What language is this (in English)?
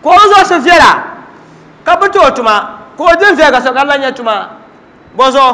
Dagbani